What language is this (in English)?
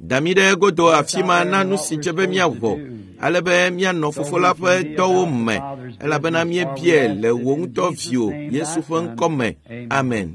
Ewe